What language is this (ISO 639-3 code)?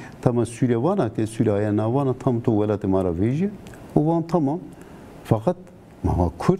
zza